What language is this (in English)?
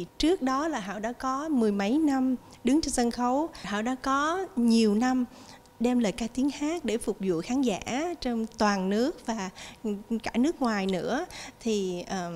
Vietnamese